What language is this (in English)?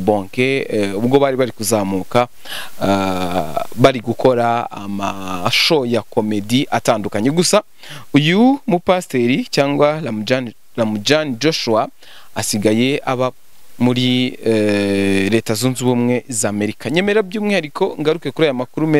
Kinyarwanda